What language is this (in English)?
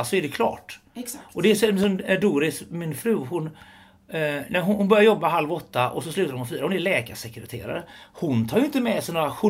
Swedish